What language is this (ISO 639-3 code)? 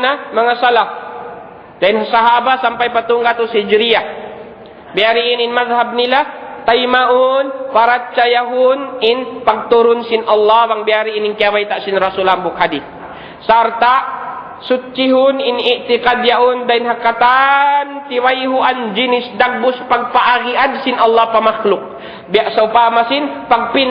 tsg